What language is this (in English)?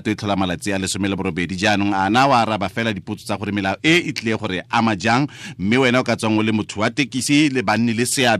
Tswana